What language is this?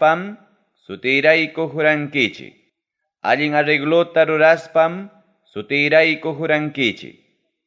Ayacucho Quechua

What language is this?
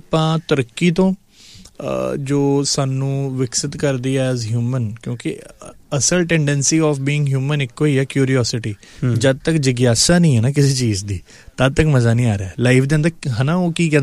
Punjabi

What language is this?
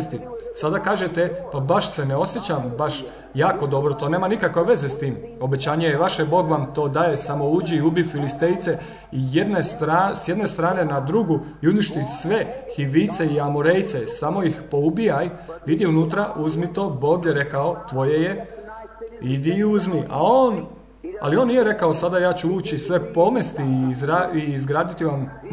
Croatian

